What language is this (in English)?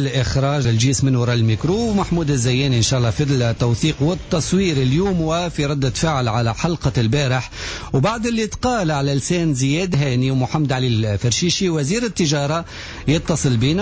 Tunisian Arabic